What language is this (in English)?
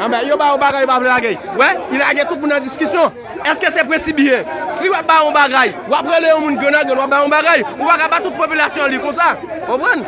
Haitian Creole